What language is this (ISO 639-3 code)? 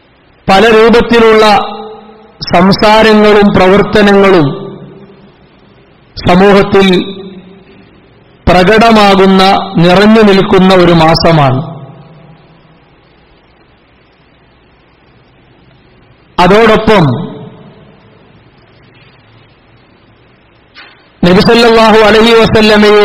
mal